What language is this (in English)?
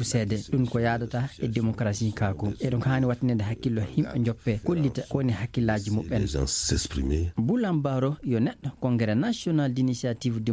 Fula